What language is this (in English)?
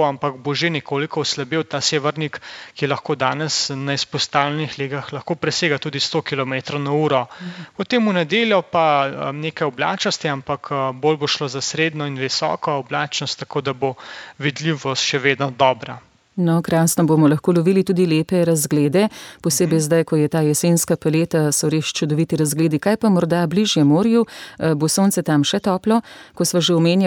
Slovenian